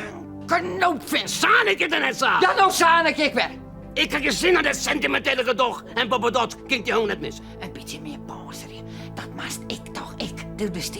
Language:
Western Frisian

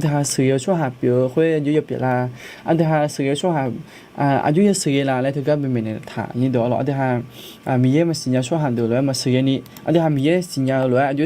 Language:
Akha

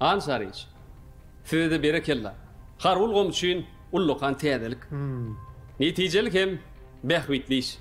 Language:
Turkmen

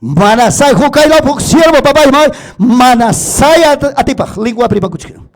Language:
Ayacucho Quechua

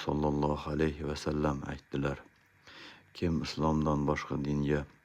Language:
Uzbek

